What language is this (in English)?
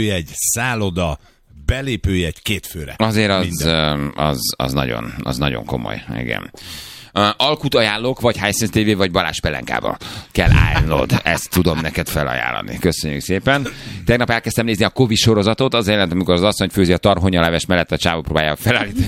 Hungarian